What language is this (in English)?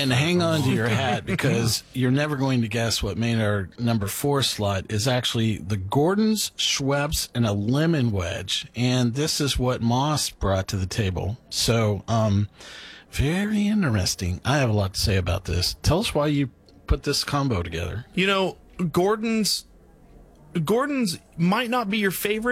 English